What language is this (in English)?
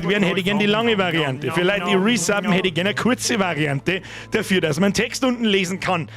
Bavarian